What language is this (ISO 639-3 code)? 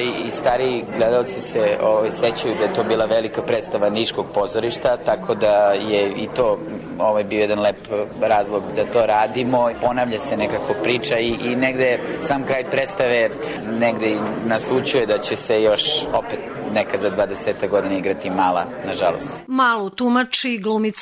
srp